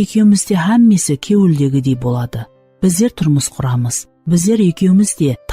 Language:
Kara-Kalpak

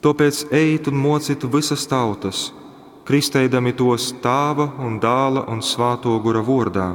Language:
Latgalian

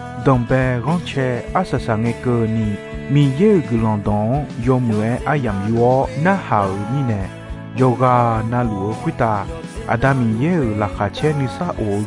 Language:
Akha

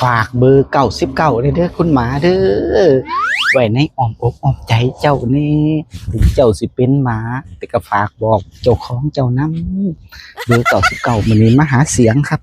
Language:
Northeastern Thai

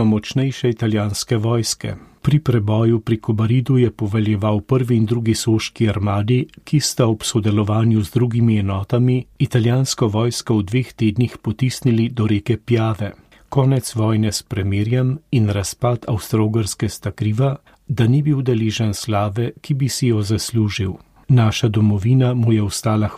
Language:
Slovenian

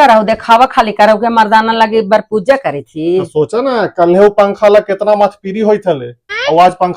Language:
Magahi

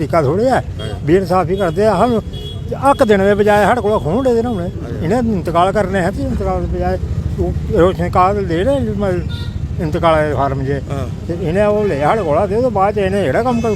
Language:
Dogri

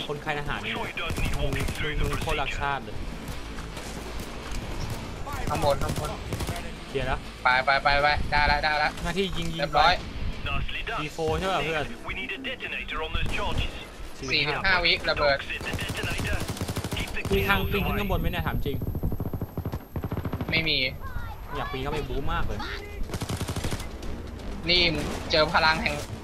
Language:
Thai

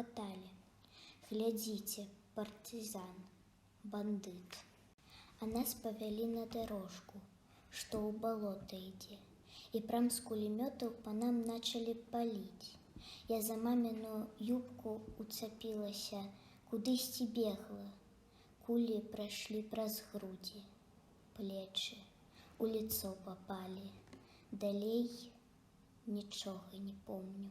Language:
Belarusian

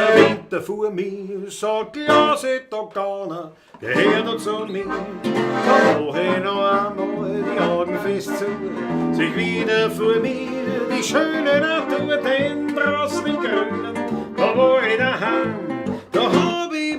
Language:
Bavarian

